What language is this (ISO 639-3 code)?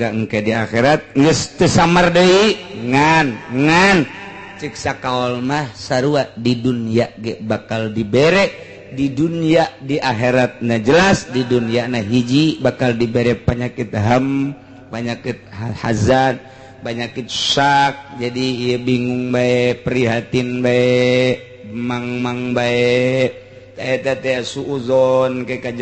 sun